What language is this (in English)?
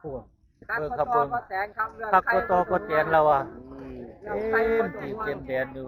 Northeastern Thai